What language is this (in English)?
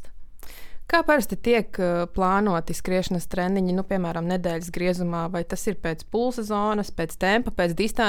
Latvian